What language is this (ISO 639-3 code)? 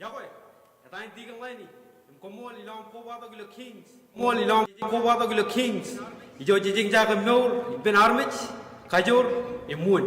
mah